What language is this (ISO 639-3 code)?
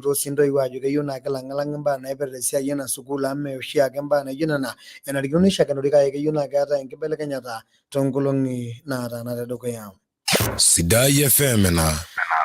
mas